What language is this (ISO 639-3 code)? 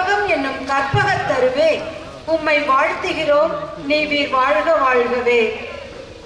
tam